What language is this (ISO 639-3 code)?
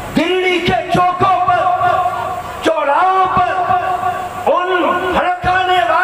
urd